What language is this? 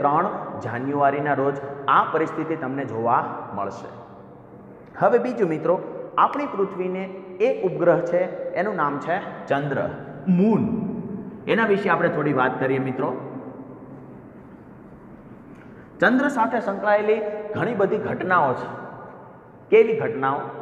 Gujarati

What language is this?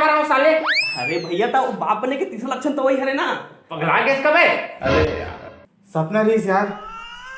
Chhattisgarhi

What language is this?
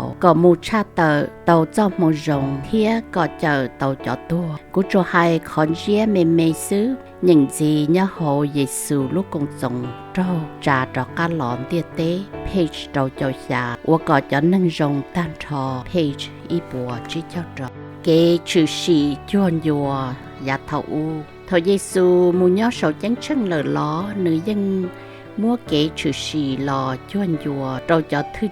Hmong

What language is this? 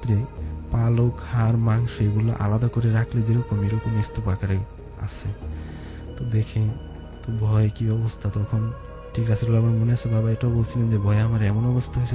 Bangla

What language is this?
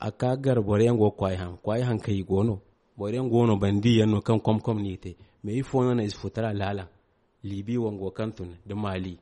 Zarma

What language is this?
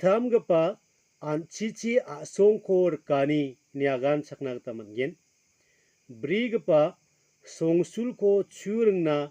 Garo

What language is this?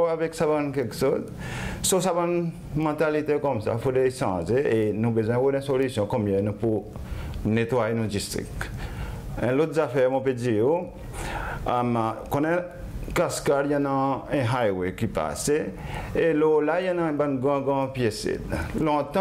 Seselwa Creole French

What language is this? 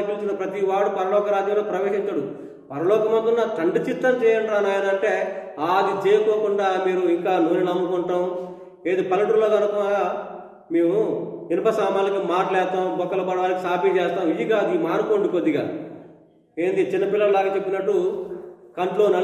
Telugu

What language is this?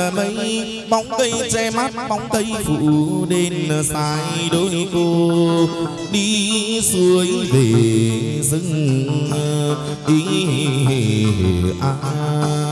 Vietnamese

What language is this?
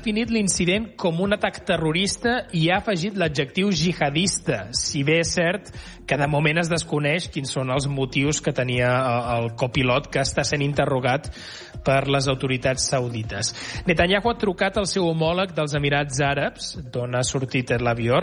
Catalan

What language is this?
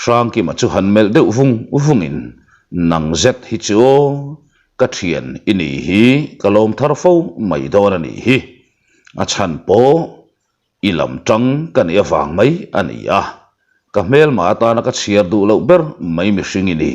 Mizo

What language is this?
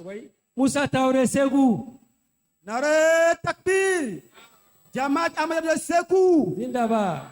Bambara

